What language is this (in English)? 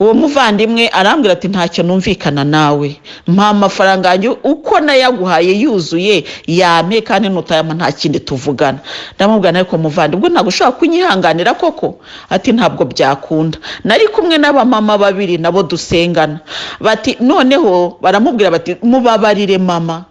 Kinyarwanda